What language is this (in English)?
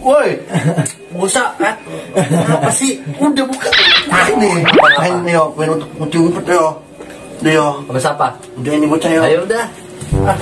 Betawi